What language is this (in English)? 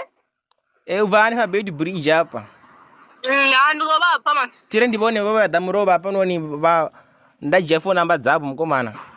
Venda